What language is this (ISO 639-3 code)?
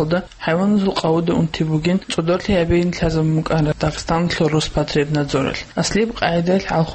ava